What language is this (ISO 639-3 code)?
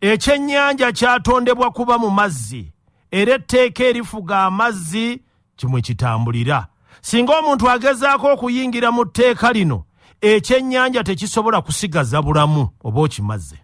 lug